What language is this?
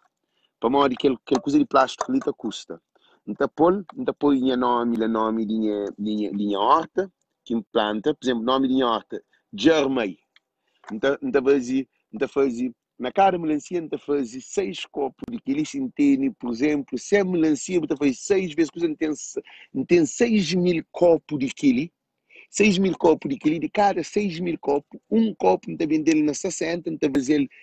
Kabuverdianu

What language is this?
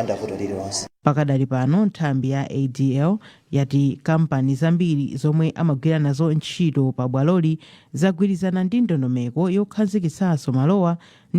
Nyanja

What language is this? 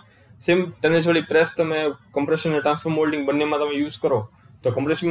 Gujarati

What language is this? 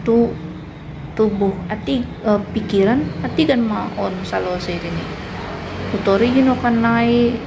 Batak Simalungun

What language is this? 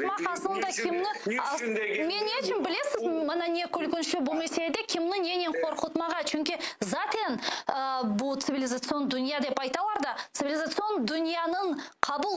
Crimean Tatar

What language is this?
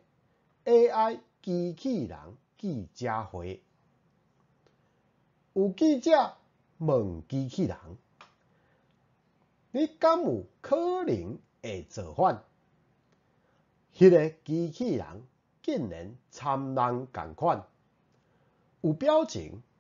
Min Nan Chinese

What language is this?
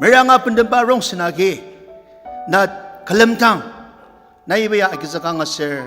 Ao Naga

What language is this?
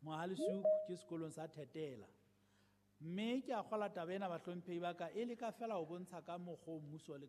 Southern Sotho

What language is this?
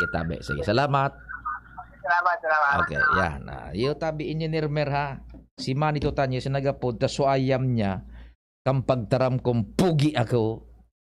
Bikol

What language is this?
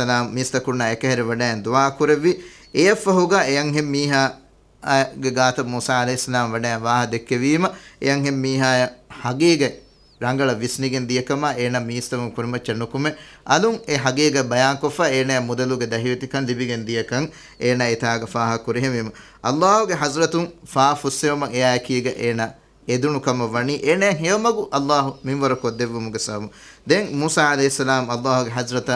Divehi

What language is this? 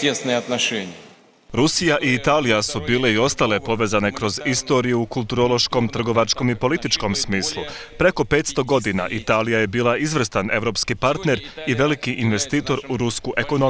Croatian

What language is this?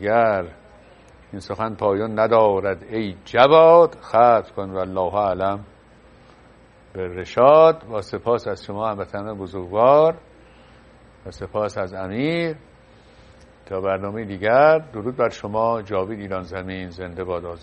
Persian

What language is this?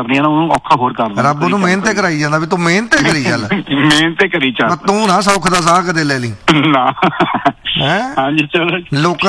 Punjabi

